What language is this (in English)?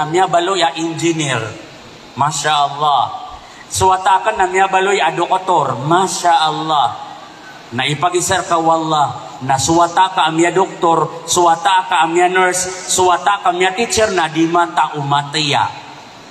Maranao